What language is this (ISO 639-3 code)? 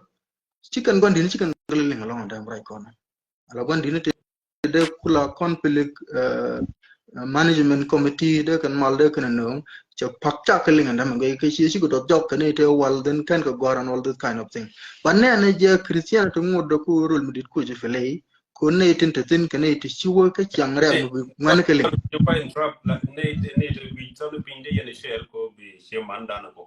nus